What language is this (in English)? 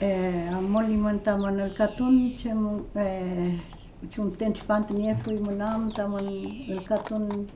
Mapuche